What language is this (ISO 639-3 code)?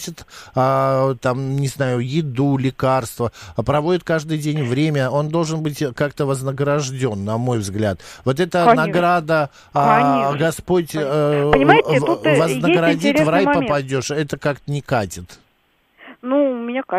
rus